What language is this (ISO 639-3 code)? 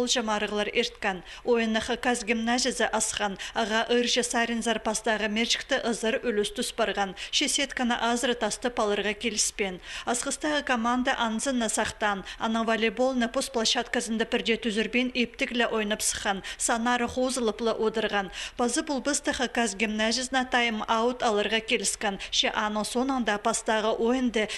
kjh